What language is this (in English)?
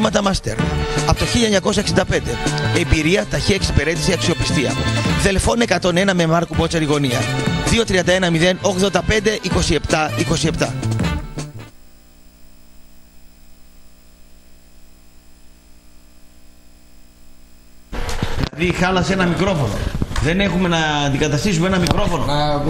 Greek